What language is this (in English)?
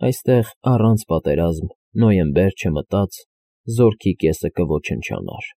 Armenian